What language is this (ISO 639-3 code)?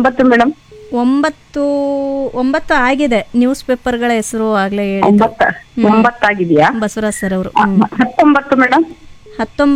kan